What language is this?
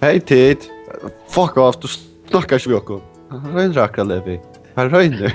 Faroese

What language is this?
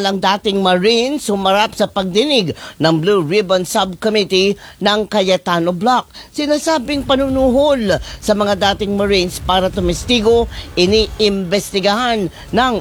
Filipino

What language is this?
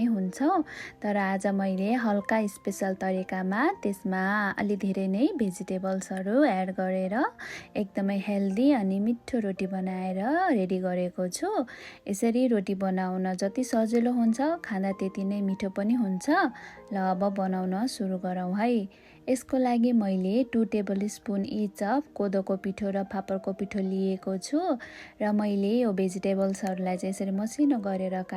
Nepali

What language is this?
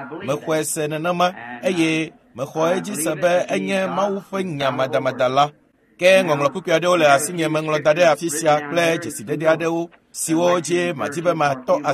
Ewe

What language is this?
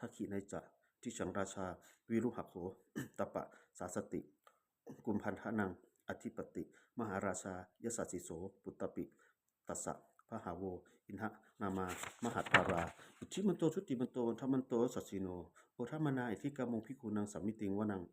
Pali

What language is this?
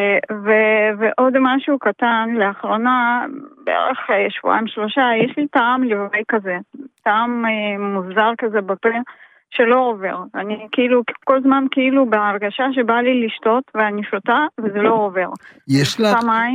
Hebrew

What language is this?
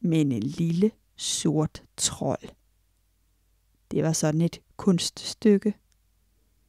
Danish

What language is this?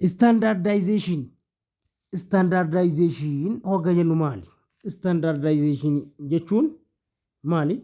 Oromo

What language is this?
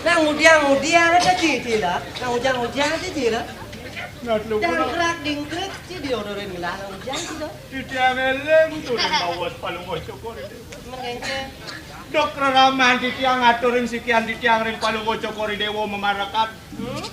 Balinese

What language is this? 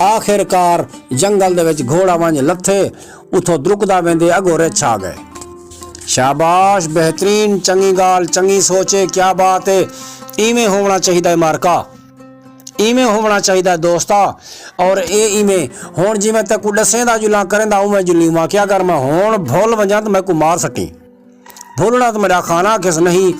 Saraiki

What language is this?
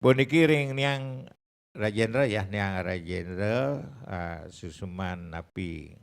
Balinese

